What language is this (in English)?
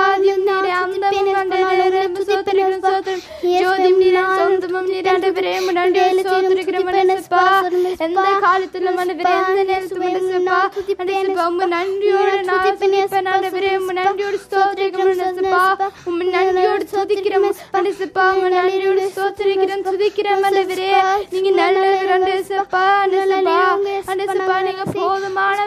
Tamil